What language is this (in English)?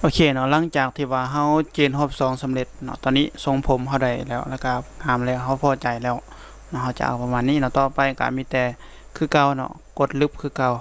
Lao